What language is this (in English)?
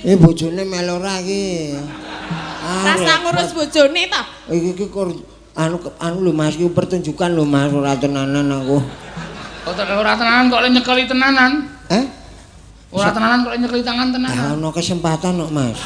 Javanese